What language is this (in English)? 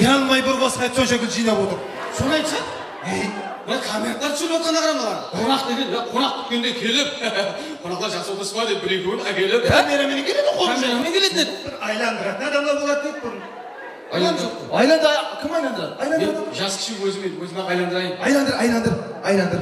Kara-Kalpak